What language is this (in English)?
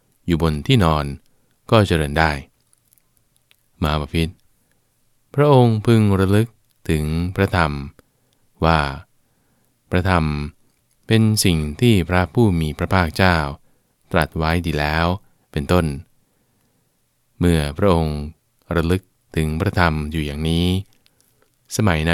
Thai